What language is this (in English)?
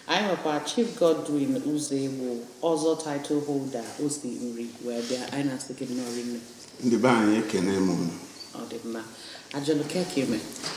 Igbo